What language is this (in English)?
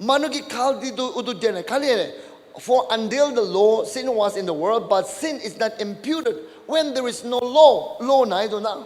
Naga Pidgin